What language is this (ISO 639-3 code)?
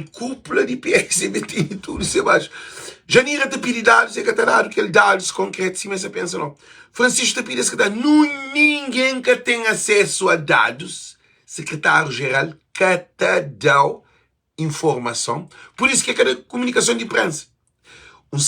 kea